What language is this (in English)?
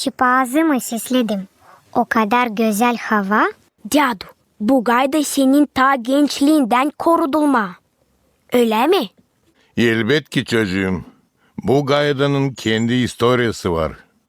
Gagauz